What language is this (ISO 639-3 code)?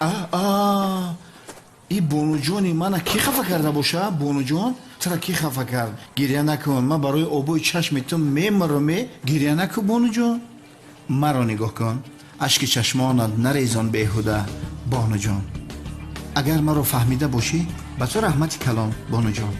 tgk